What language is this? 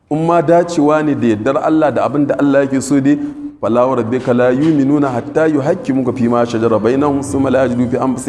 Hausa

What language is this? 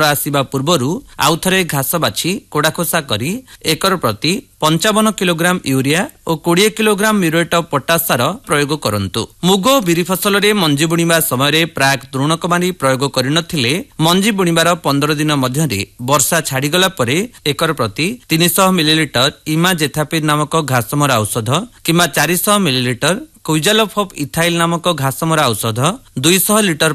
Odia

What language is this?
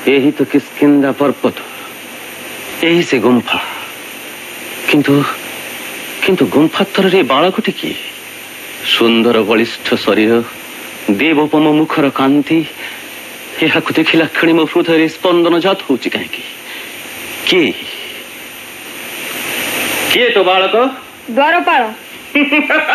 Odia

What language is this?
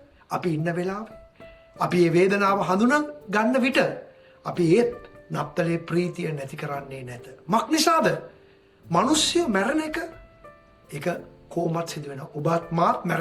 Sinhala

